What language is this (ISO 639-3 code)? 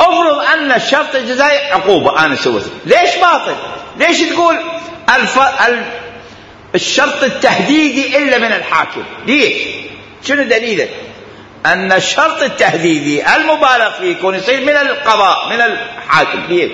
acm